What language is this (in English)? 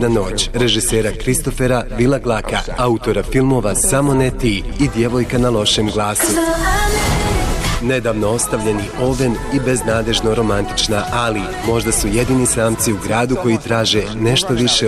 Bosnian